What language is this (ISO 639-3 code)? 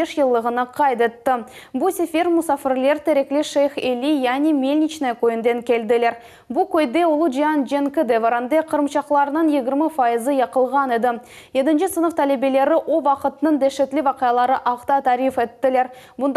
crh